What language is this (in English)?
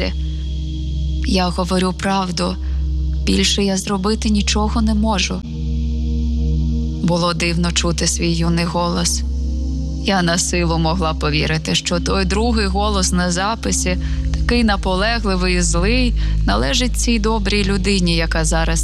Ukrainian